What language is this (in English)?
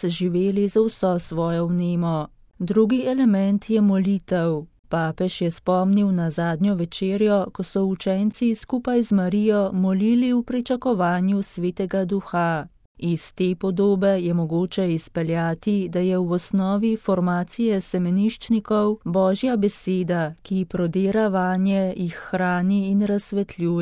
Slovenian